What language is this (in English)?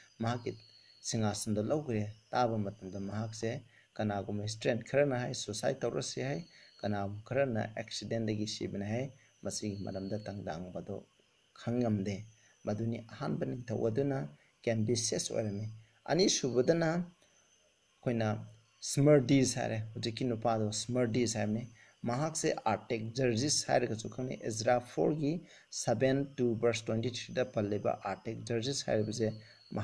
Manipuri